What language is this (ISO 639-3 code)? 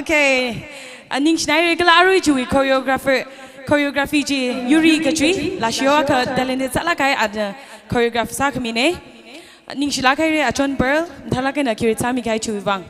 nmf